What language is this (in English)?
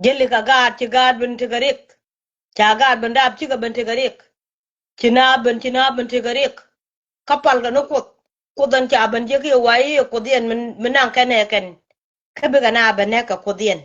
Nuer